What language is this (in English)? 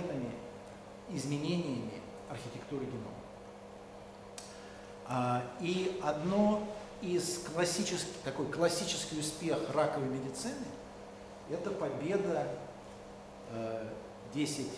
Russian